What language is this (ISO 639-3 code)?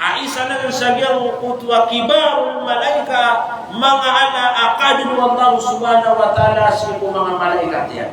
mrw